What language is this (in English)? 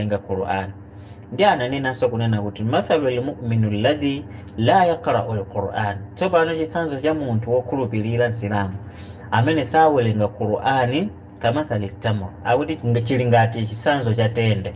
Nyanja